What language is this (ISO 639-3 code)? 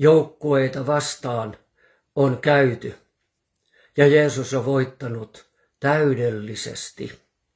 fin